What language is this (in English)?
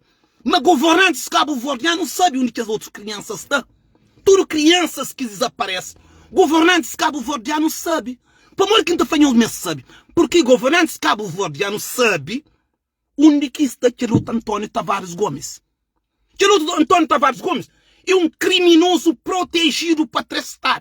Kabuverdianu